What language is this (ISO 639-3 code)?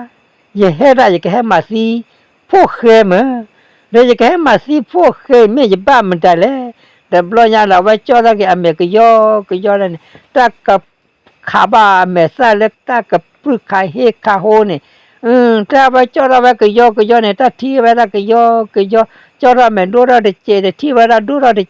ksw